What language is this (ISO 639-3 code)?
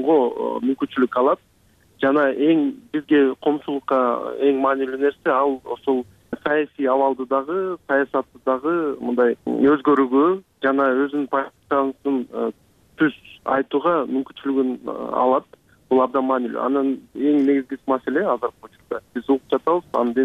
kir